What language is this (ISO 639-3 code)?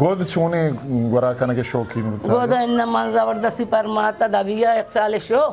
bgp